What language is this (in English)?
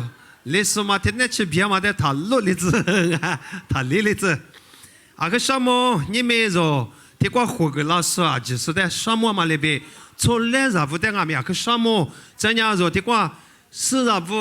Lisu